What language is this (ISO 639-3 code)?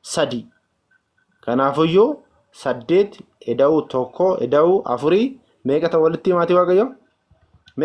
orm